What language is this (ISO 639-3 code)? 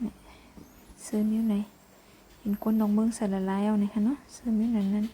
shn